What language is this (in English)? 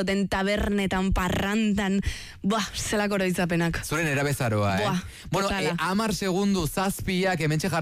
Basque